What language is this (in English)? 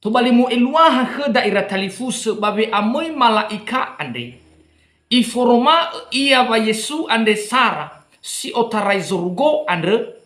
Nias